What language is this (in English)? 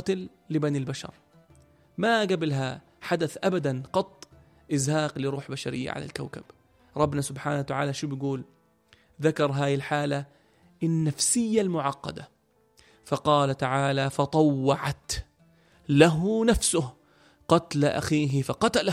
North Levantine Arabic